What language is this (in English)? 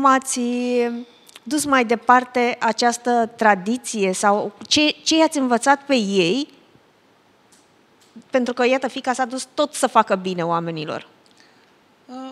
Romanian